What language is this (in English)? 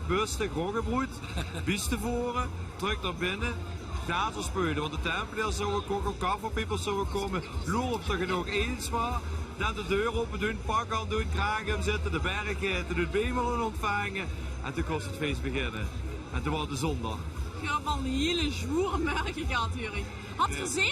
Limburgish